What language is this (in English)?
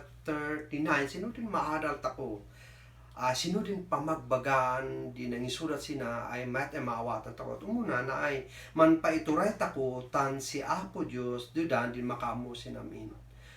Kankanaey